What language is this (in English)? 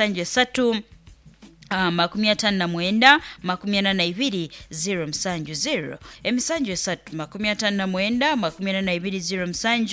Nyoro